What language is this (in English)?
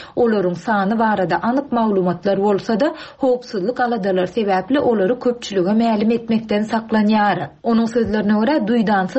Turkmen